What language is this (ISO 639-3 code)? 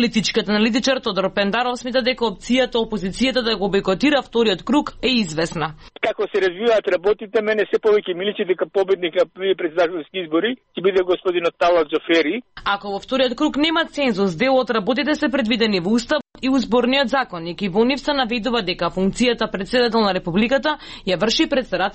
mkd